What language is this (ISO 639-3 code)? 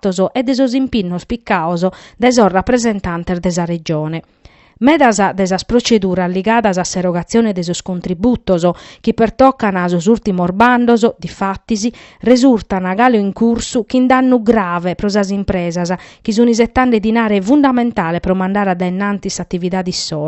srd